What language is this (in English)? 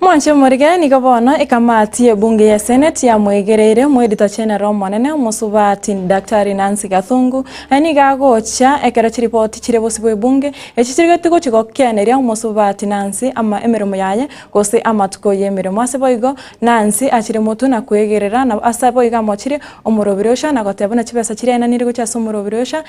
Gusii